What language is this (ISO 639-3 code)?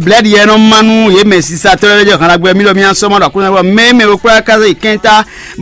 fon